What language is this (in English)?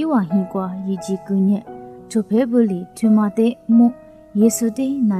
Lisu